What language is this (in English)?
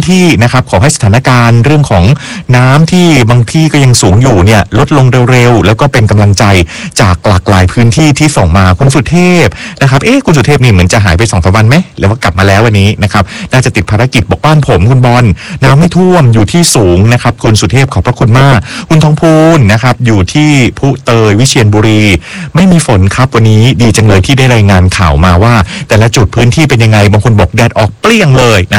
Thai